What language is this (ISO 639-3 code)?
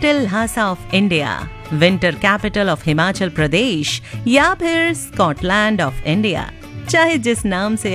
hin